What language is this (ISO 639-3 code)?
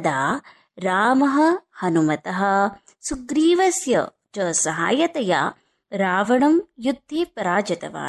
san